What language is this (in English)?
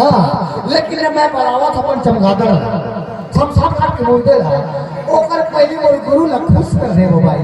Chhattisgarhi